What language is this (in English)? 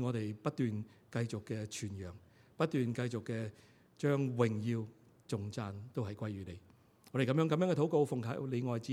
Cantonese